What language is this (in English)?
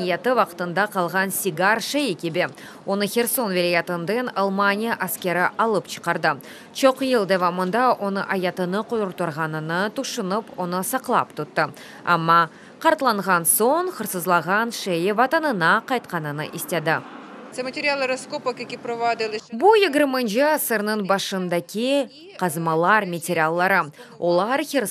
Crimean Tatar